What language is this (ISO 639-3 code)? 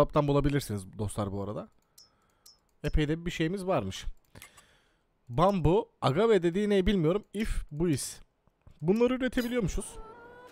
tur